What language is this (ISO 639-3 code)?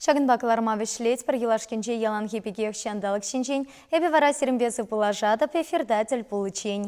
chv